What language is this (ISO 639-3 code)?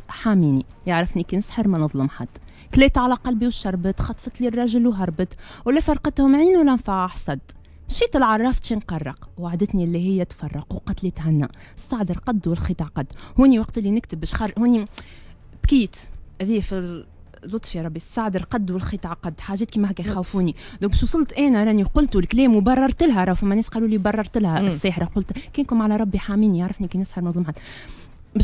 aeb